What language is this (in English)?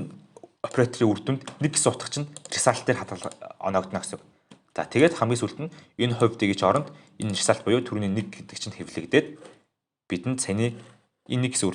Mongolian